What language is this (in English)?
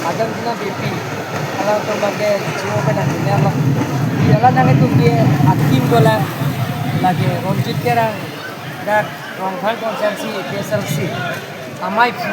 Karbi